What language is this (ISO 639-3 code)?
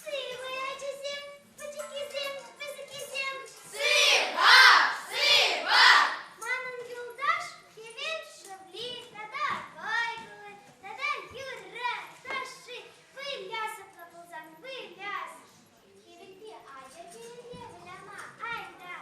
chv